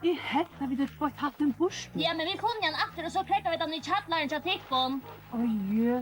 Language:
Faroese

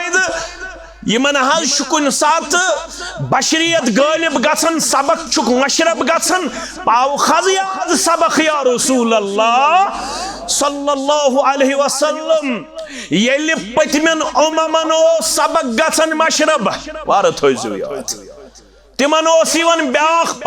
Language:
Kashmiri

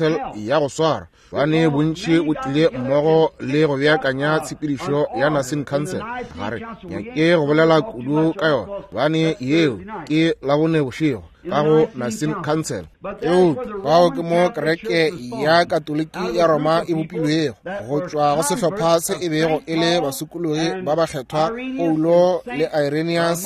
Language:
Northern Sotho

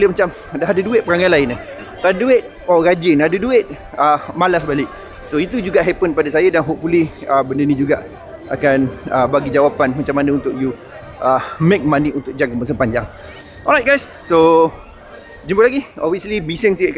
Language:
Malay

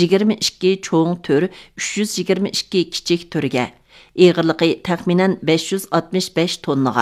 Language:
Uyghur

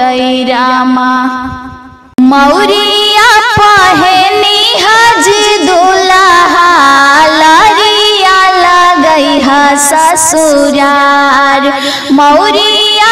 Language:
Bhojpuri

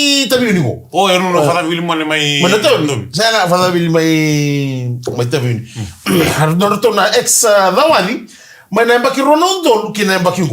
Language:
Fijian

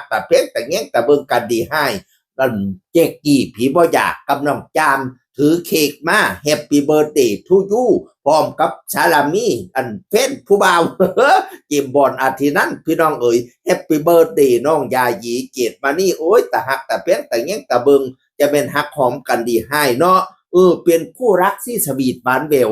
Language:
Northeastern Thai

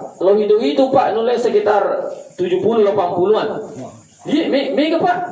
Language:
Buginese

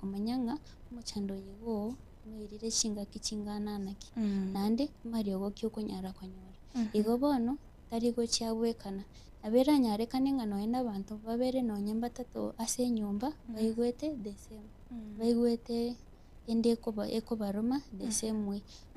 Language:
Gusii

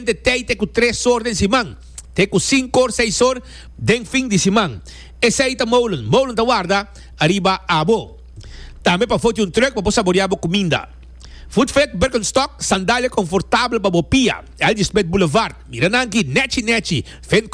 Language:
Papiamento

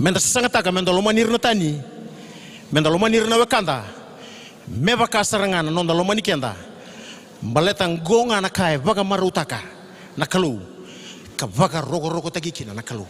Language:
Fijian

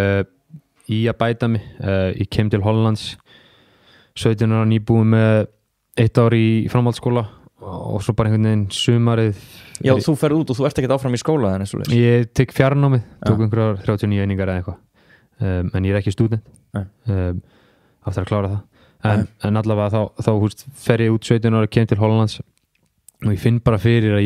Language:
Icelandic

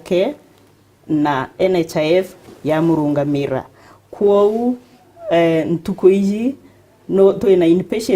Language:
Meru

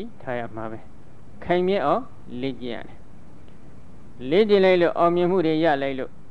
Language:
Burmese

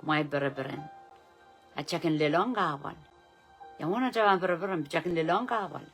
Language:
Pohnpeian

